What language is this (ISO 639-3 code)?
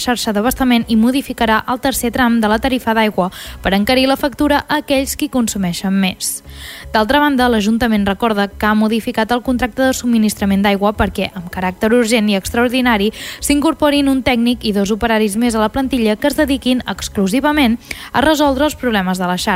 cat